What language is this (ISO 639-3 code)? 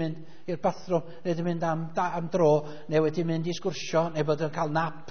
cym